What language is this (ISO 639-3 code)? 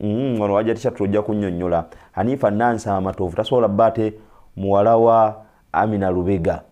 lug